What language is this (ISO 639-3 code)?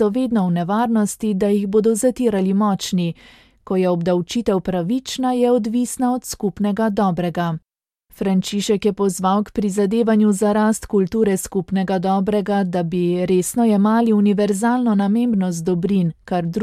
slv